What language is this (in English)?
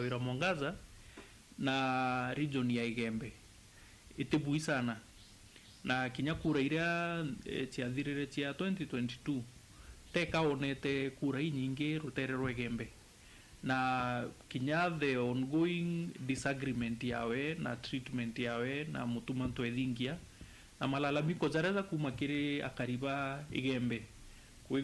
Meru